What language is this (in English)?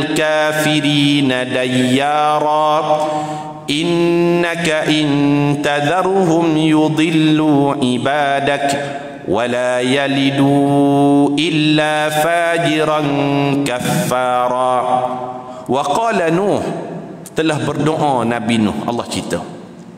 Malay